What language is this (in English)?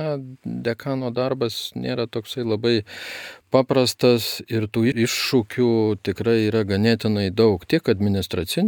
Lithuanian